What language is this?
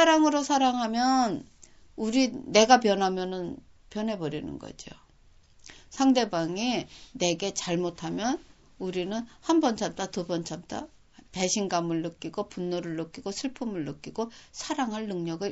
Korean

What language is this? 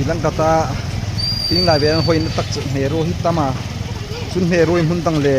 Hmar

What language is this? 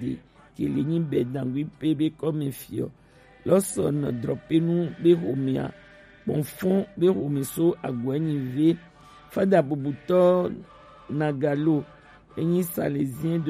Gen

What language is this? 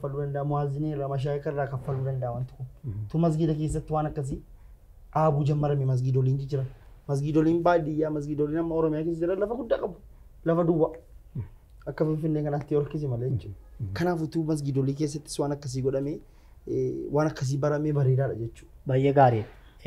Oromo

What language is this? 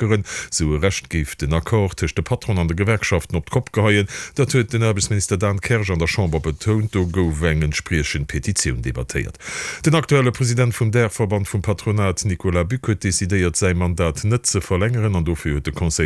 Luxembourgish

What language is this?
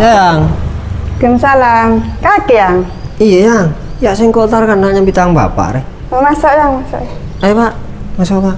Madurese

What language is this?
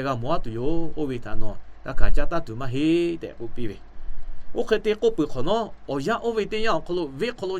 Lahu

